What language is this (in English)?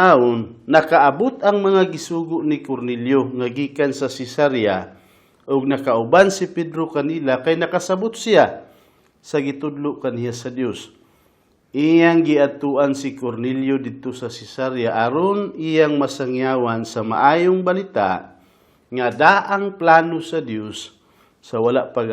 Cebuano